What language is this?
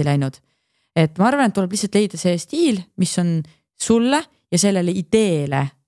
Estonian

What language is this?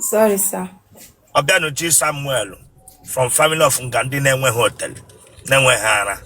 Igbo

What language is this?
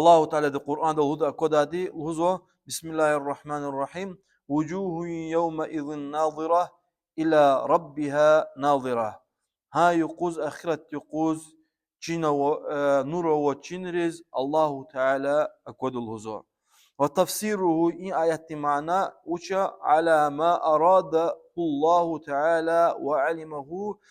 Lezghian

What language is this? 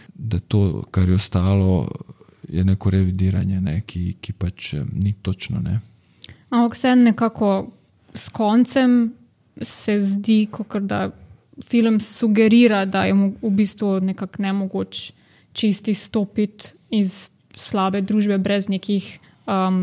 Slovenian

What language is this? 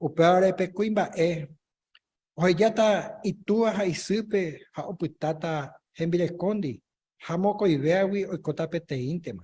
Guarani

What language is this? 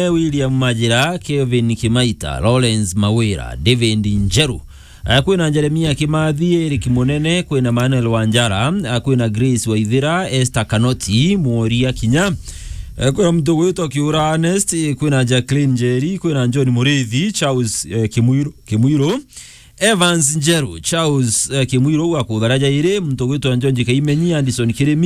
Meru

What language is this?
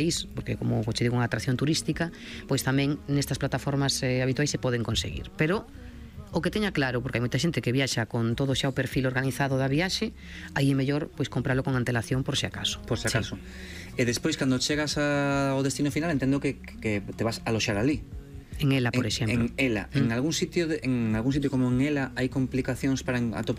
Galician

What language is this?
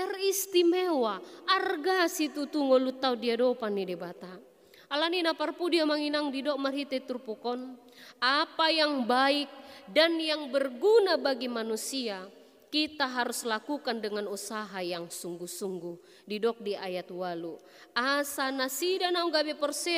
Batak Toba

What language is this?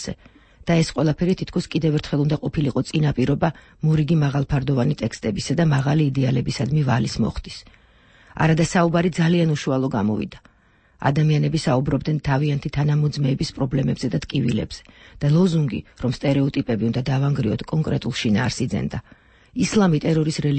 Georgian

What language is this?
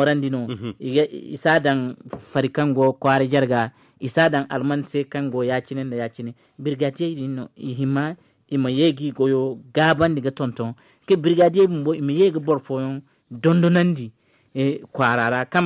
Zarma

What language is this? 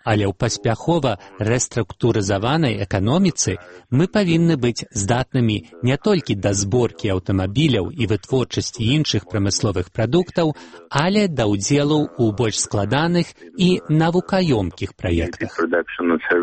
Belarusian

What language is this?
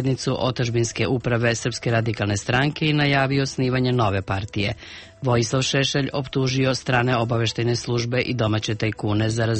Serbian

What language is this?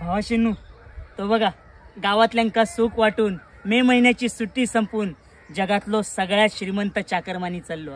Konkani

